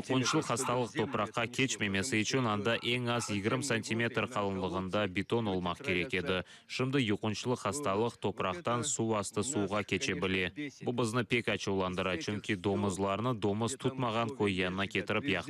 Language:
Crimean Tatar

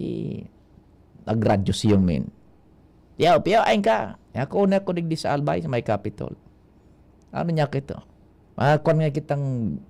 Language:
Bikol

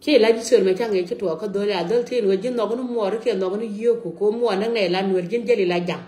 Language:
Nuer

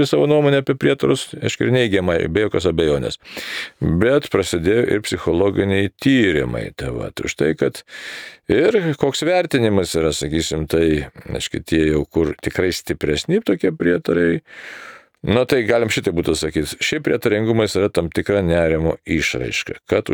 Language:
Lithuanian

